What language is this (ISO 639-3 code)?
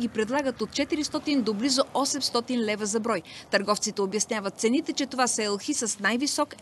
bul